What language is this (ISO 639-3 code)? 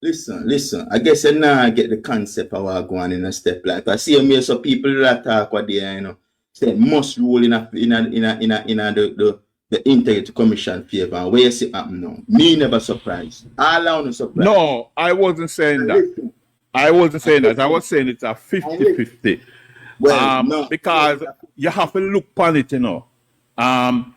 jam